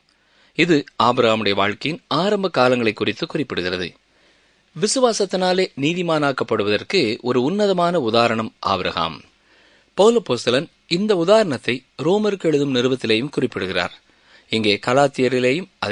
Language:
Tamil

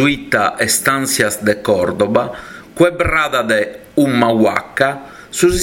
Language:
Sardinian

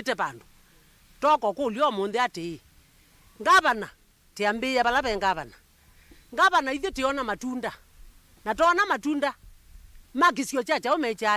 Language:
Kamba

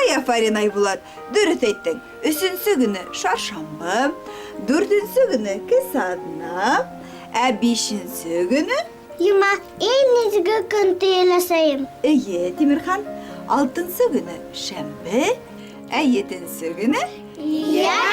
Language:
Bashkir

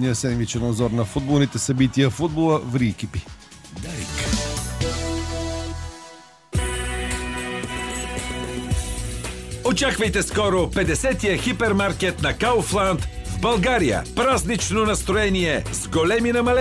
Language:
Bulgarian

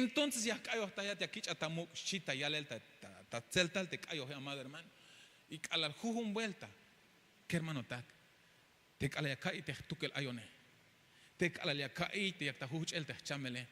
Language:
Tzeltal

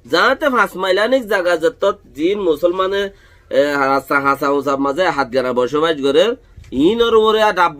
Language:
Rohingya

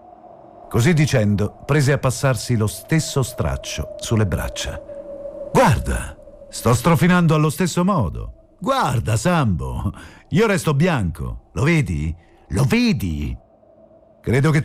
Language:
Italian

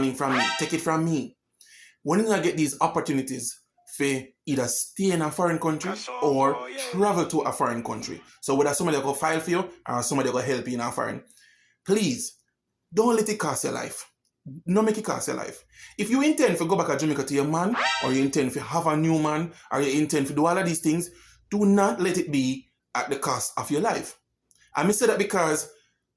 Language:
Jamaican Creole English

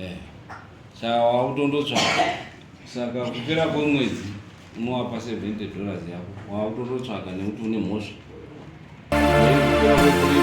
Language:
Shona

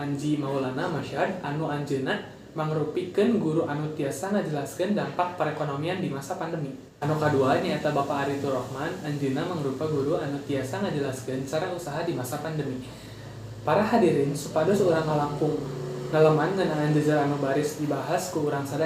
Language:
Sundanese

